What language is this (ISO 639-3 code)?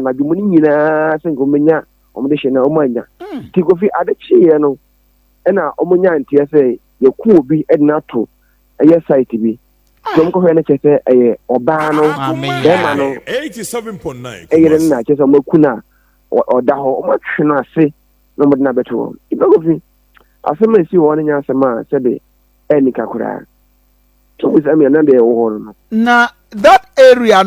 aka